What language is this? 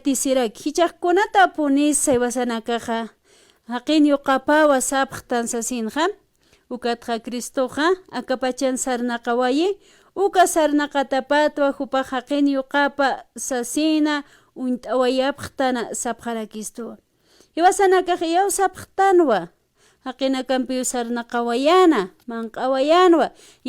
Aymara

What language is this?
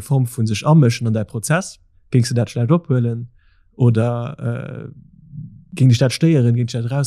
Luxembourgish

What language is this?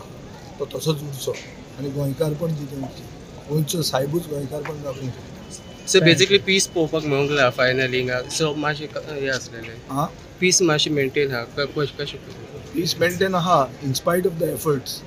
Konkani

